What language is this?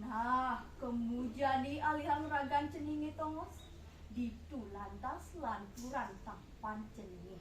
Balinese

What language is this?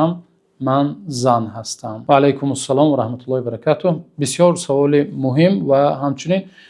Tajik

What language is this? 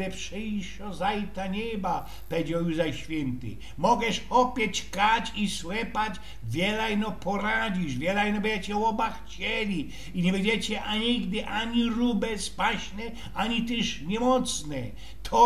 Silesian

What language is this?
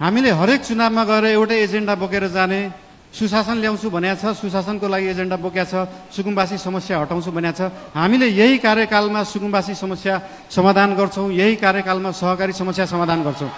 Nepali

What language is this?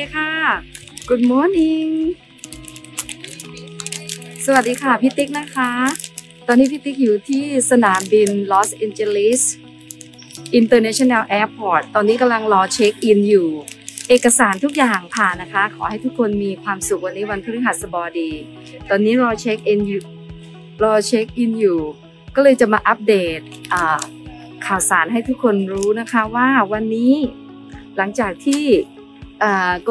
Thai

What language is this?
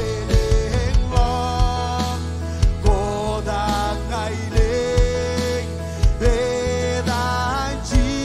Marshallese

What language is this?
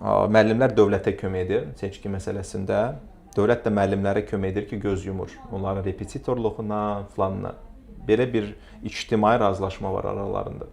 Azerbaijani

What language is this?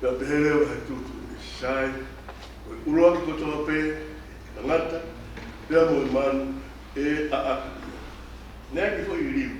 Tongan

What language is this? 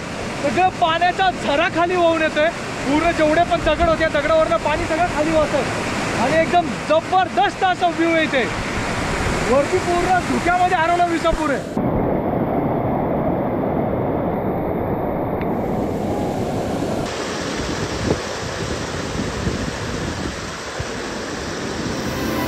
Marathi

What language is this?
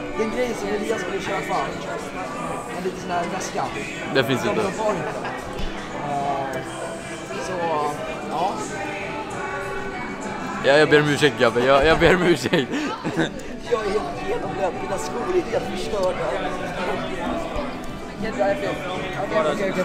Swedish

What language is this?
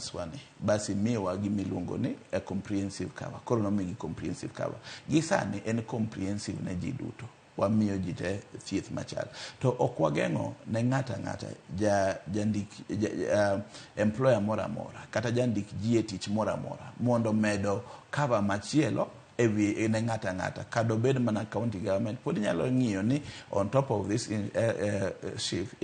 Luo (Kenya and Tanzania)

